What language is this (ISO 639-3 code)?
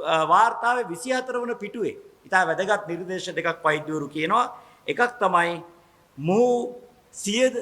sin